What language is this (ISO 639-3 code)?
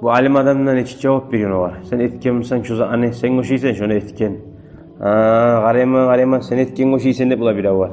kum